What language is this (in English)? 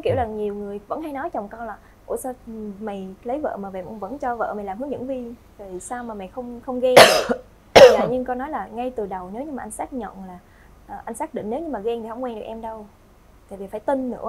Vietnamese